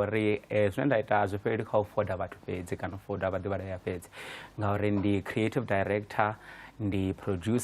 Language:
Venda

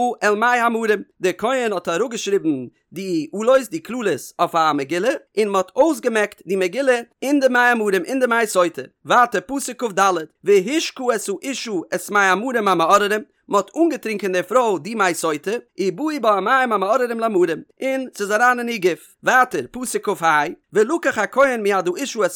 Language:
Yiddish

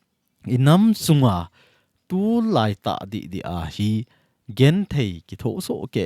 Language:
Thado Chin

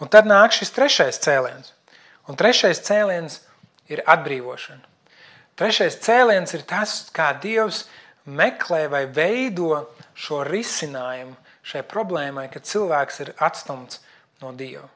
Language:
Latvian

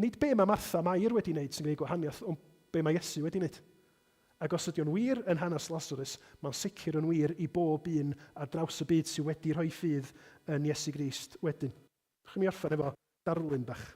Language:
Welsh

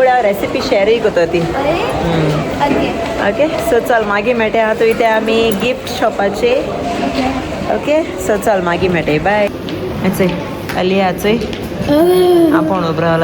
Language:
Konkani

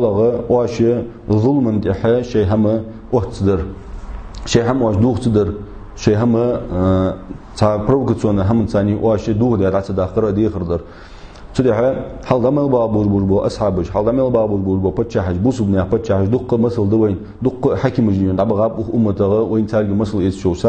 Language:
Ingush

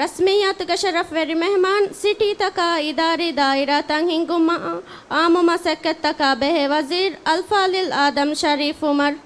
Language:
Divehi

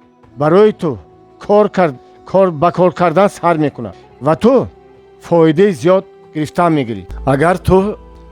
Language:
Tajik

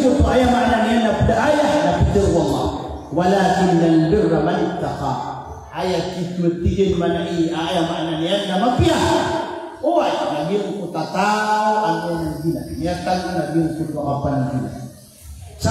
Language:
Maranao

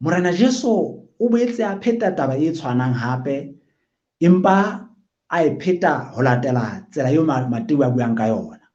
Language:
Southern Sotho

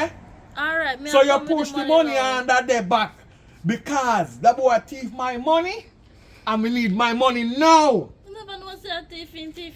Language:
Jamaican Creole English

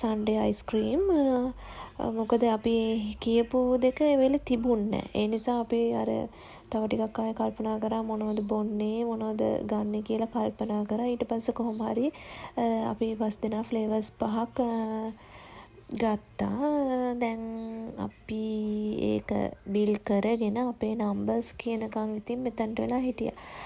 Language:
Sinhala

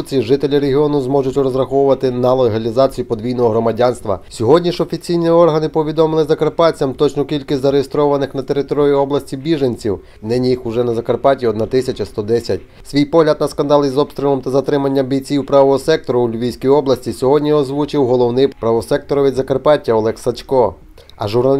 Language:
Ukrainian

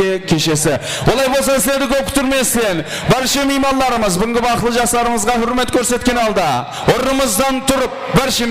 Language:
Kara-Kalpak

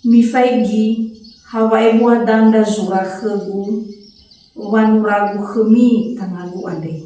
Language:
Nias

